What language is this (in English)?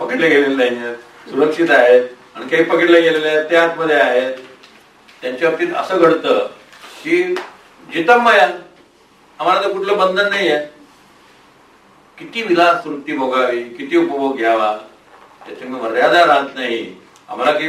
Marathi